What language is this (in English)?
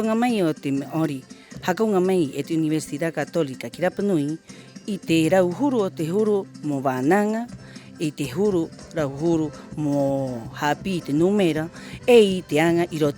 Rapanui